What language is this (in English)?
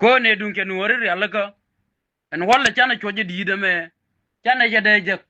Nuer